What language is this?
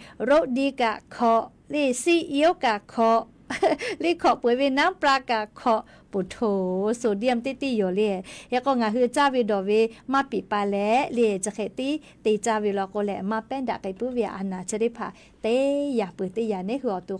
Lahu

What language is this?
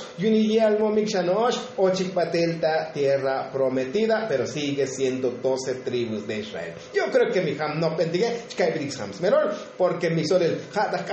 Tzotzil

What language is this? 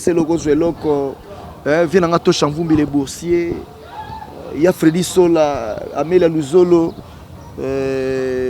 Lingala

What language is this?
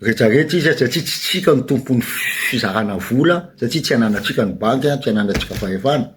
Malagasy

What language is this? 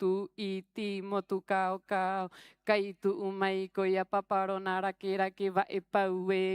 Rapanui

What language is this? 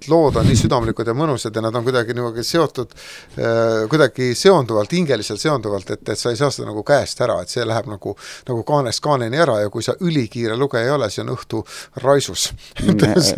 Estonian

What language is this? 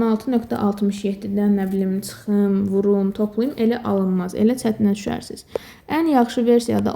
Azerbaijani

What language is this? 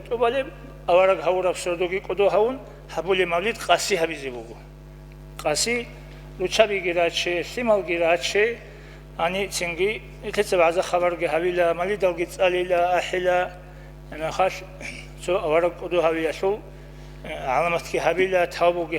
Avaric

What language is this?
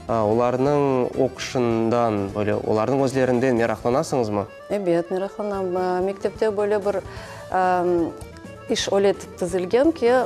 Crimean Tatar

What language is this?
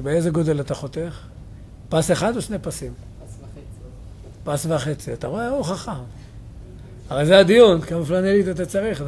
Hebrew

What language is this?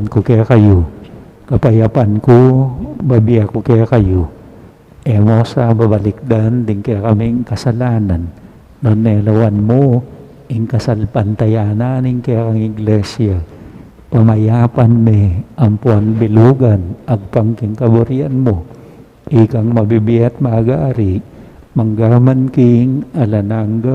Pampanga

